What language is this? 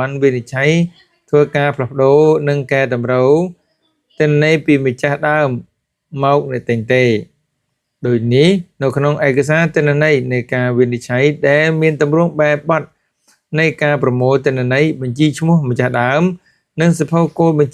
Khmer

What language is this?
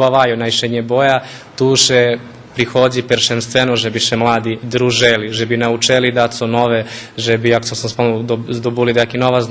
Rusyn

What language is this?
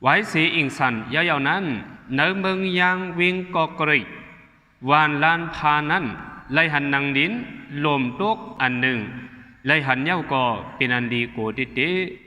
Shan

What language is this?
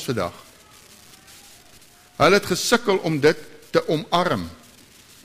Afrikaans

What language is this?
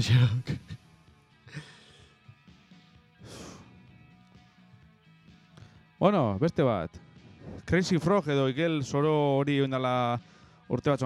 Basque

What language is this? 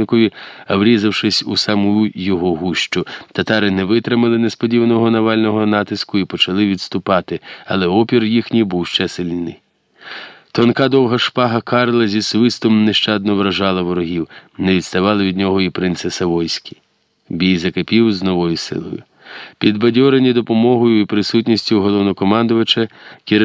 Ukrainian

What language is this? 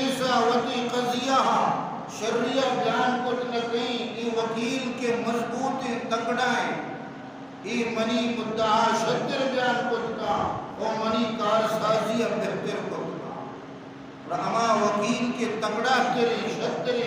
Baluchi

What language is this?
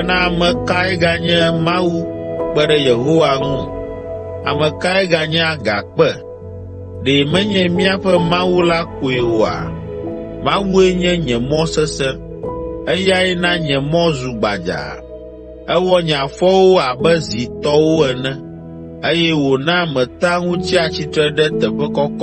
Ewe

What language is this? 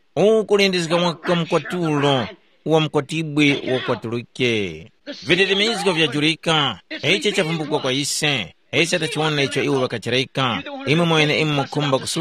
Tumbuka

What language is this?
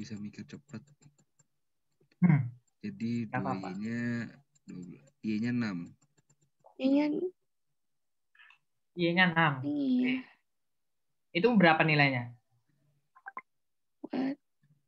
Indonesian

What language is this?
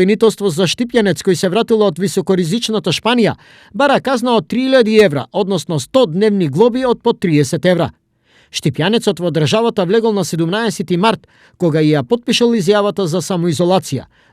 Macedonian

